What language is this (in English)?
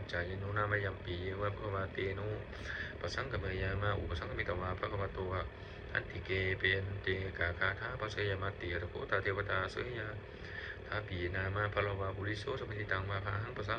Pali